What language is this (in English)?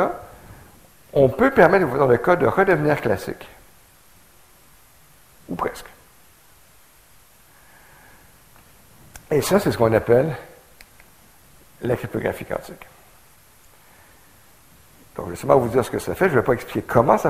French